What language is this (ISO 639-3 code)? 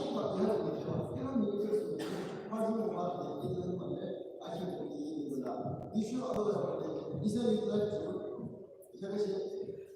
yim